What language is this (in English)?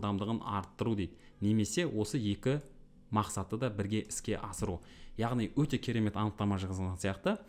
Kazakh